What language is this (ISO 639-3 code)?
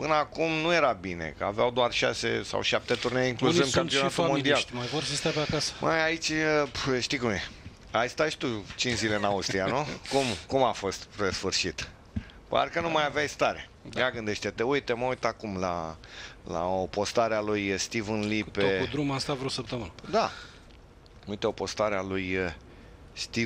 ron